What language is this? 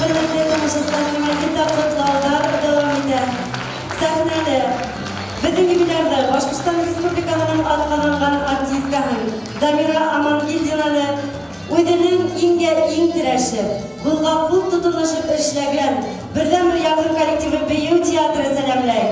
Bashkir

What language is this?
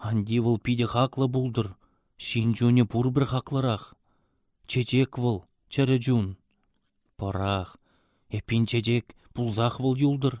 Chuvash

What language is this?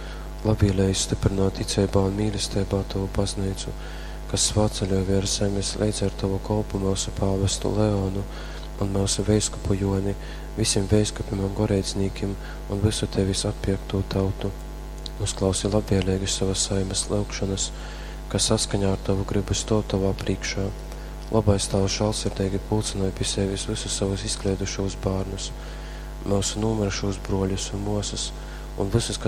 Latgalian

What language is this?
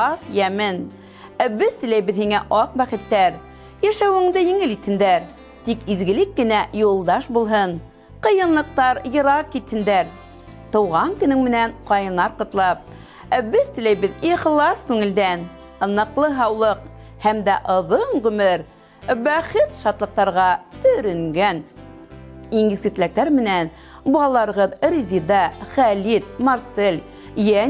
Bashkir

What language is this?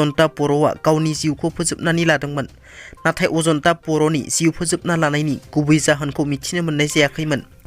Bodo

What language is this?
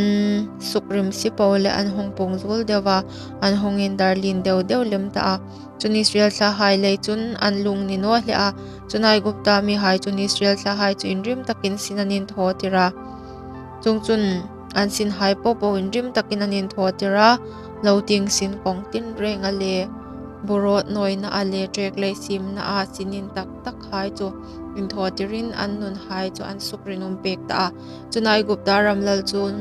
Hmar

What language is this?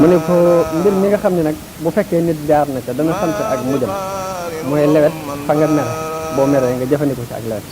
Wolof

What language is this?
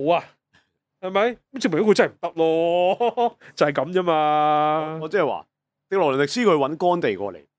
Cantonese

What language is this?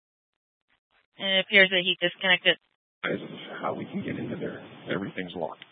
English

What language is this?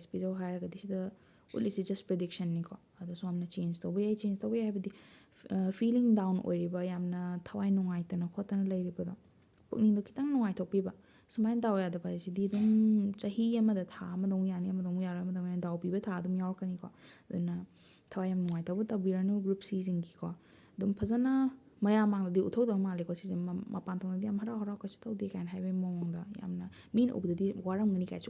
Manipuri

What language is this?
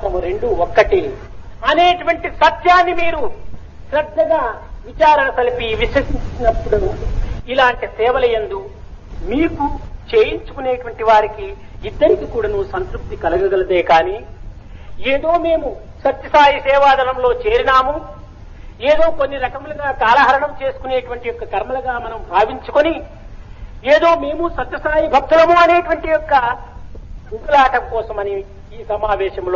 Telugu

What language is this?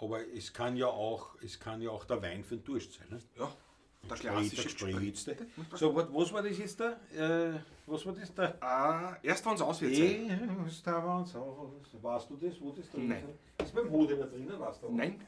Bavarian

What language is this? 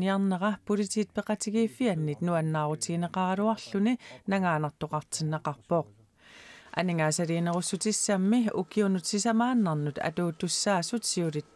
Kalaallisut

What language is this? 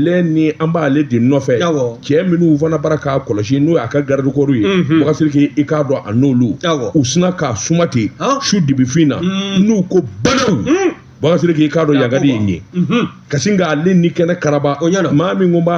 Bambara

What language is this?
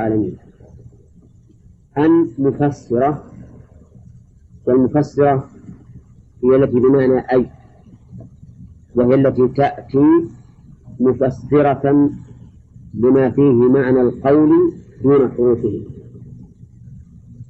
Arabic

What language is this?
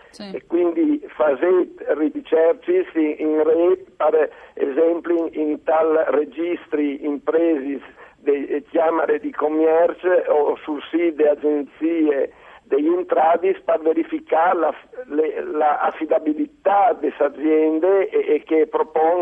Friulian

